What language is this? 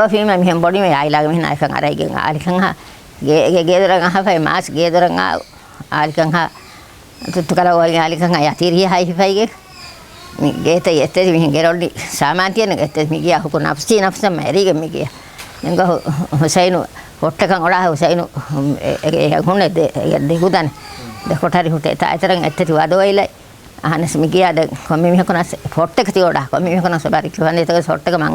Divehi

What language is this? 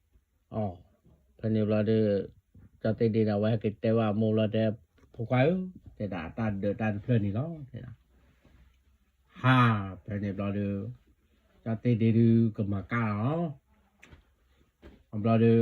S'gaw Karen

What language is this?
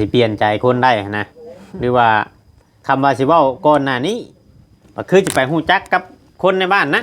Northeastern Thai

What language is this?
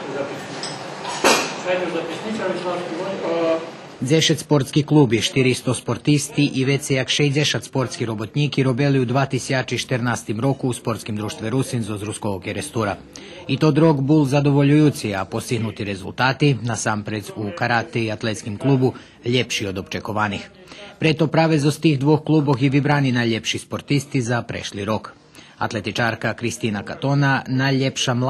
Rusyn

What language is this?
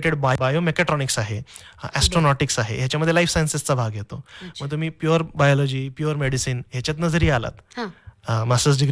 Marathi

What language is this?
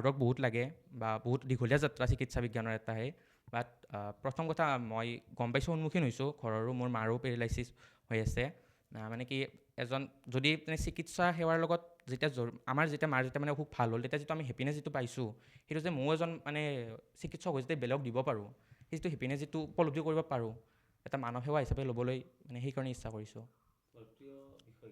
Assamese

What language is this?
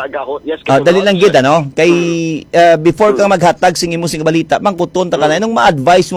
Hiligaynon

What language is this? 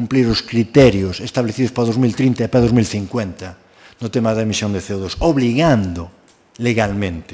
Galician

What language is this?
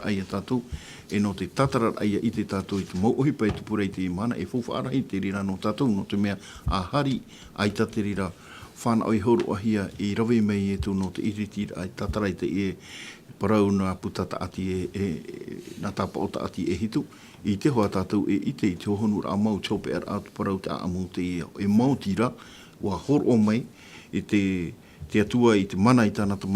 Tahitian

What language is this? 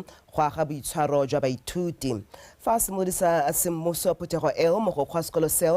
Tswana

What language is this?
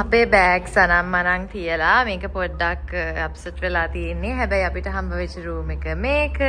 Sinhala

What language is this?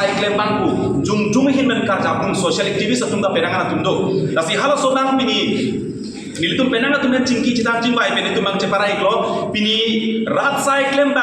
Karbi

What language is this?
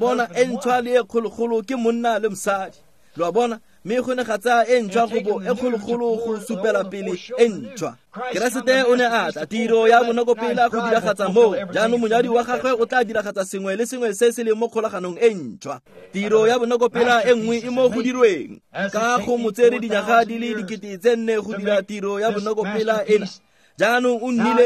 Tswana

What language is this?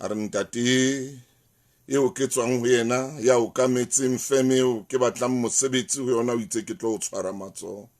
Southern Sotho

